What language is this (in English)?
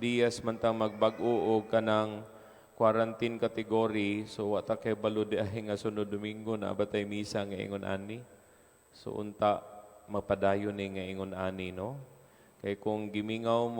Cebuano